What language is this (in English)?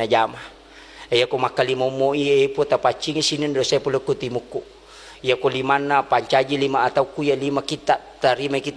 Buginese